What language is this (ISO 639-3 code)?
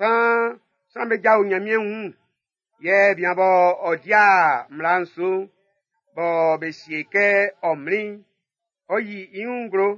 bci